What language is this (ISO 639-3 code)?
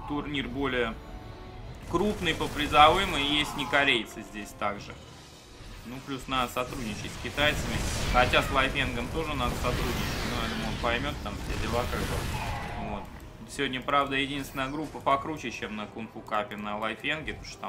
rus